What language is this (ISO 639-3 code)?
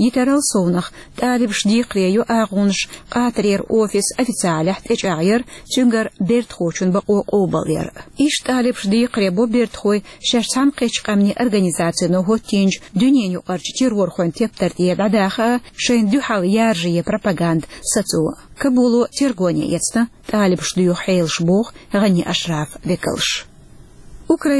che